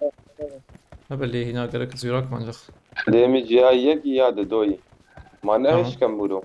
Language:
Kurdish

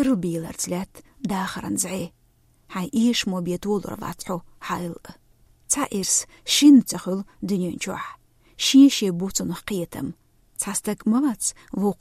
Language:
Chechen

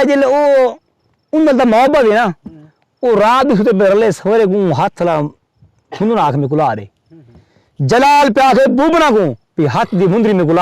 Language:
Saraiki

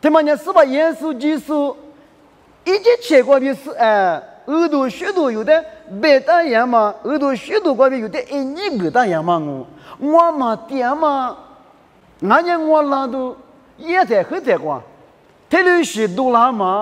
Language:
Lisu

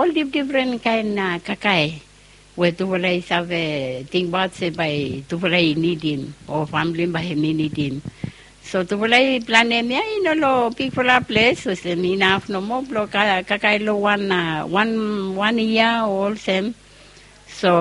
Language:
Bislama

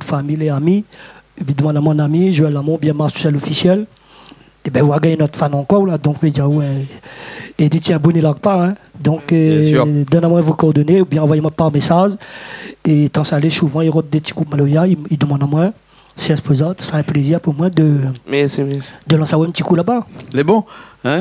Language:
Réunion Creole French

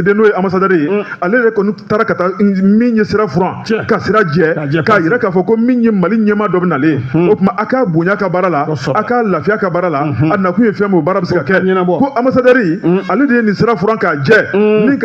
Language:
Bambara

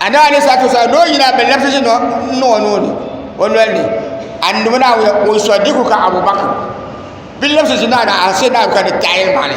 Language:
Dagbani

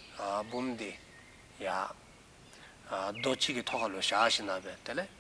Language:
Dzongkha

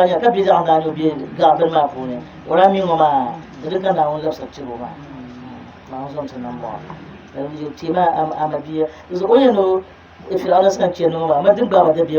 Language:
Dagbani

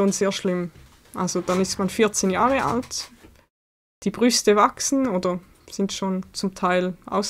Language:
Swiss German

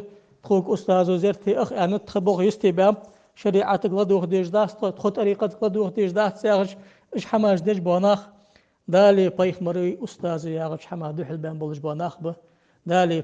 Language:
Ingush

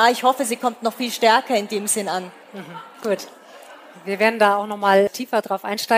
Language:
German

